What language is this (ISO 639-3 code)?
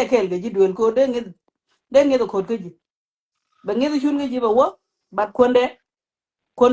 nus